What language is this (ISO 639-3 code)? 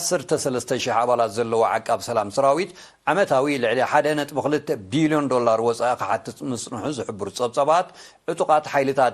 tir